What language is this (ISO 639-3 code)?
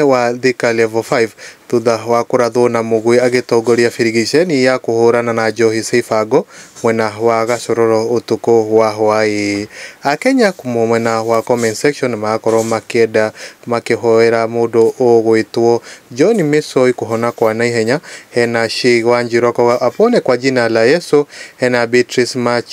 kik